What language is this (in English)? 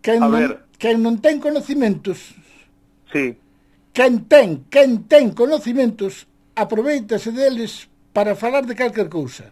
Galician